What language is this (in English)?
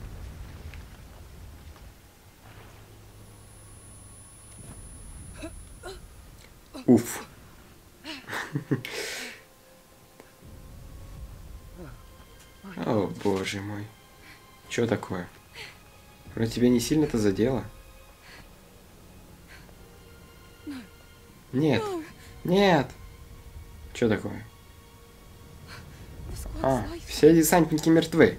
Russian